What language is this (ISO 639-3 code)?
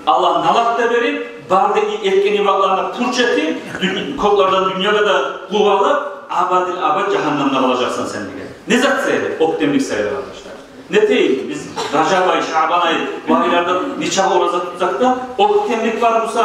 kum